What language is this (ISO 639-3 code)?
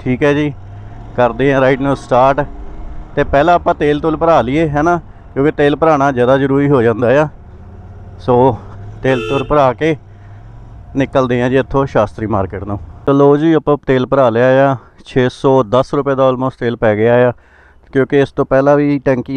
pan